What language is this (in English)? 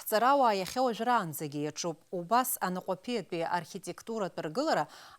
Abkhazian